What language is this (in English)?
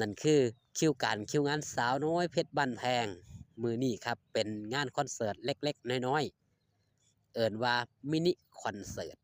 Northeastern Thai